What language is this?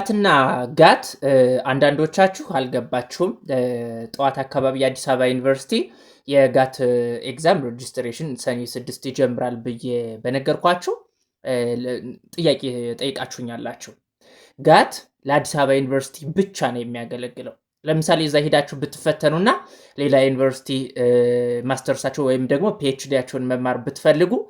Amharic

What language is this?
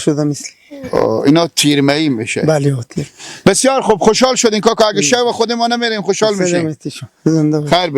Persian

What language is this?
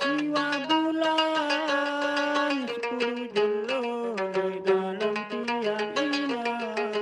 Sasak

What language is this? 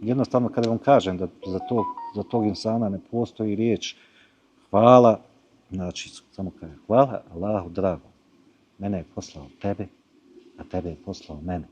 Bosnian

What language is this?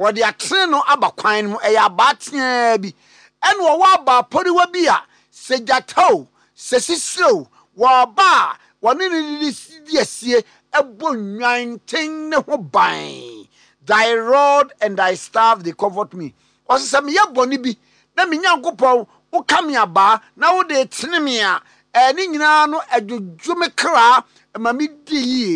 Akan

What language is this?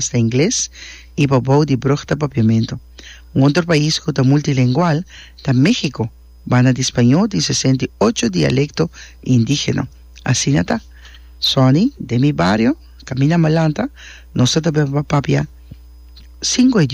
Papiamento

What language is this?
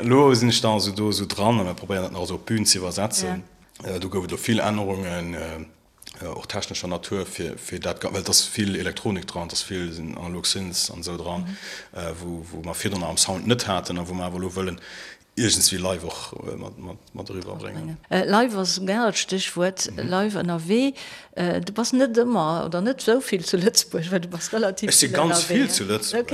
Luxembourgish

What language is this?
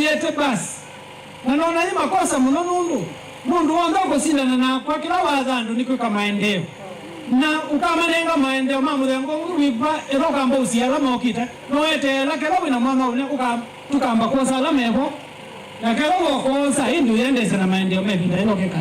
Kamba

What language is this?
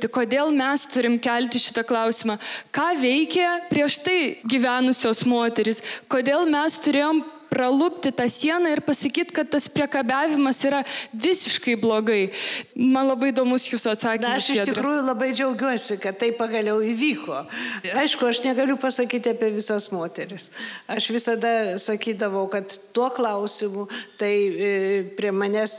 Lithuanian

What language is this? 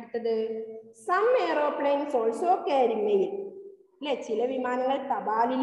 Malayalam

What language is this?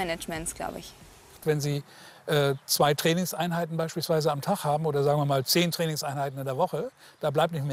German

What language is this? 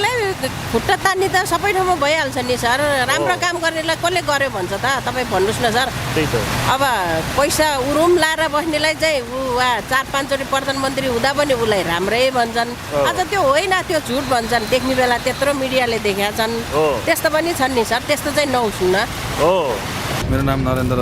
Nepali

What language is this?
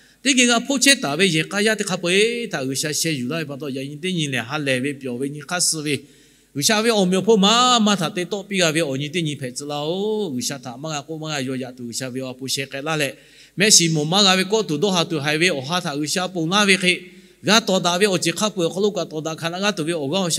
Lahu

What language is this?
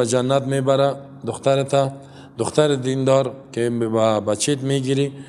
Persian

